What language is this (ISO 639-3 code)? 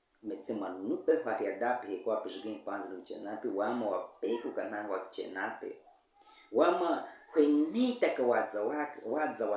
bwi